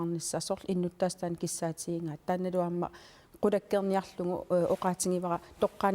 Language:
Kalaallisut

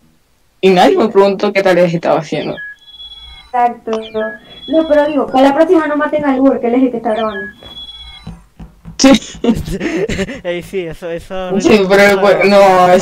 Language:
Spanish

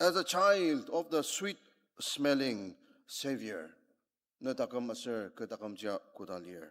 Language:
Ao Naga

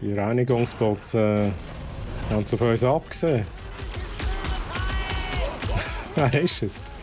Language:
Swiss German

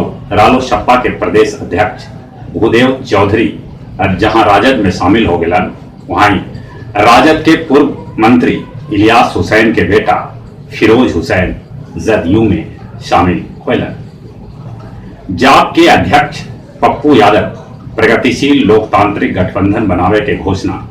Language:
Magahi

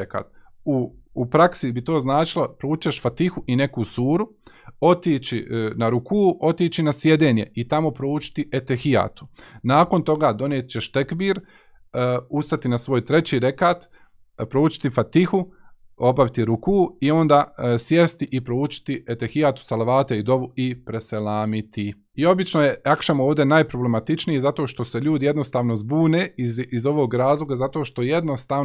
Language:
Bosnian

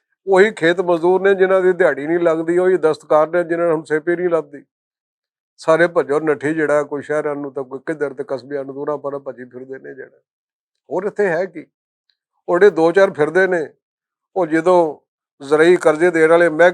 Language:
Western Panjabi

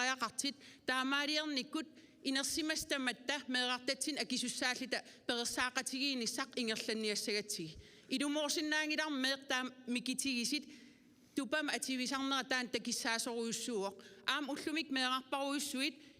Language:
Kalaallisut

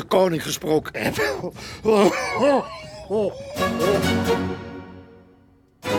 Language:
Dutch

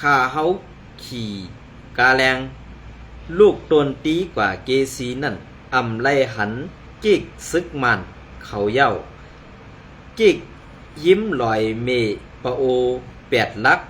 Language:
Shan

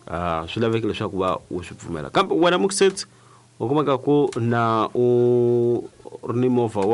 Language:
Tsonga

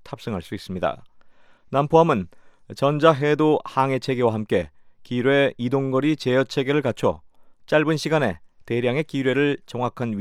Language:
Korean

